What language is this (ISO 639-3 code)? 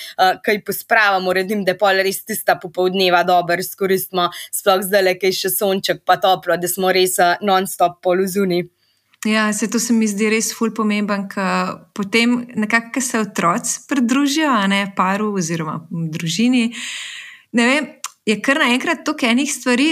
slv